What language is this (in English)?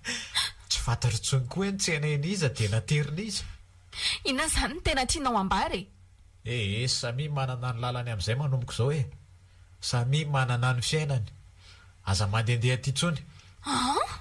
Malagasy